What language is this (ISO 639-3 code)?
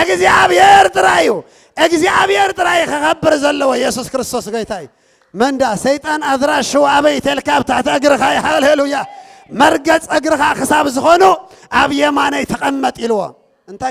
tir